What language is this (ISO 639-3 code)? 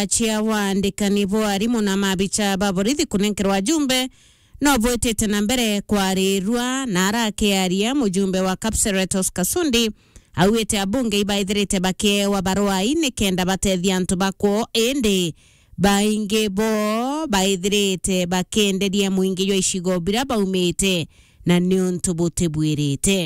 mer